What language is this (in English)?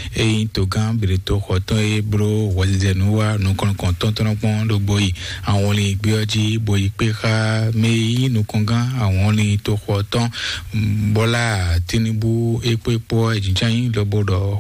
Fon